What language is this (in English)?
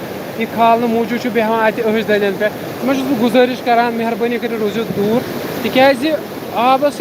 Kashmiri